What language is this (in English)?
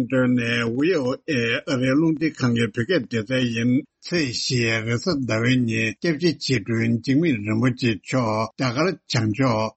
Tibetan